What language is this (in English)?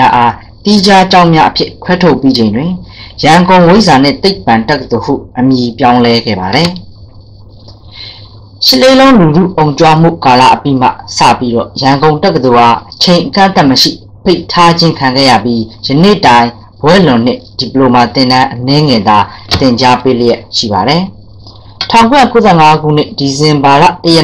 Burmese